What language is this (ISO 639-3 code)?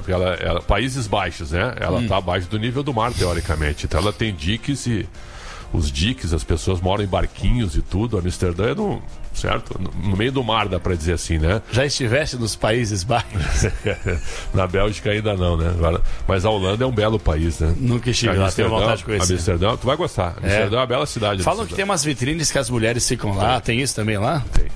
por